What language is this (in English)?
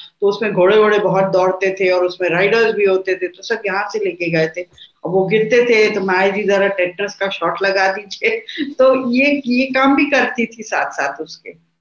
Hindi